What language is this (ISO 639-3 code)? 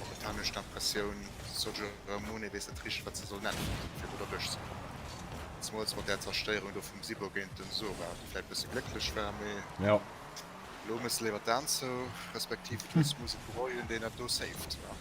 ltz